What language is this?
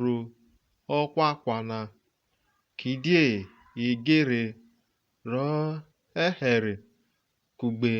Urhobo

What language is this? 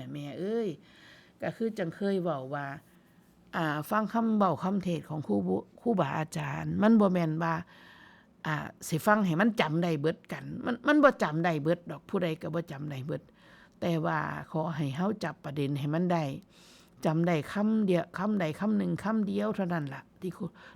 Northeastern Thai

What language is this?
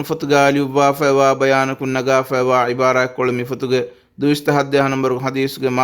Divehi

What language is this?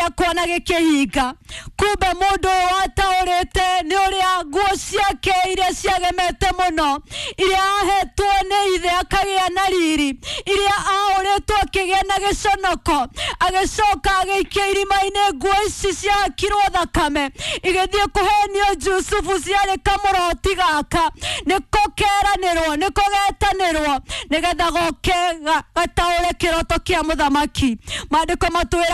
Kikuyu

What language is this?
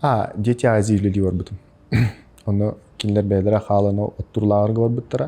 Yakut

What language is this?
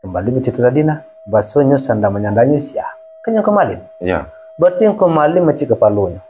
Minangkabau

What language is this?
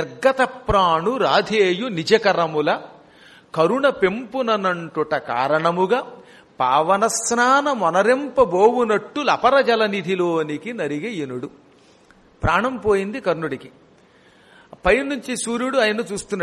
Telugu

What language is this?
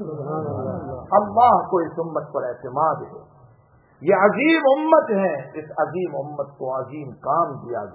Urdu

